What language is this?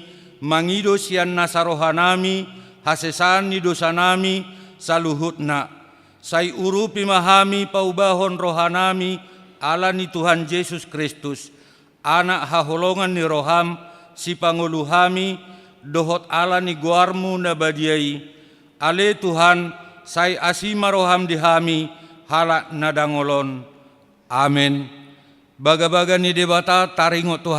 Batak Toba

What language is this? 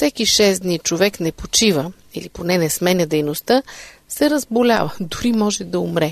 Bulgarian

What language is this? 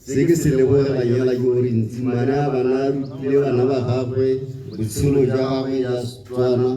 Tswana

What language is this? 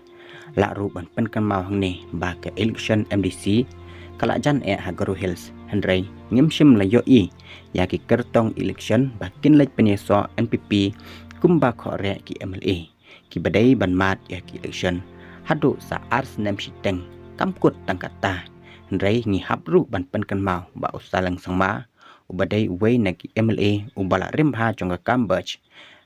Khasi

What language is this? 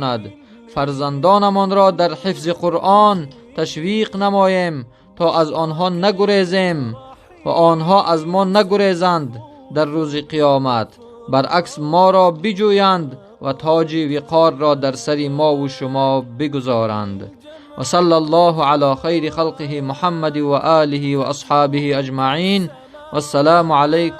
Tajik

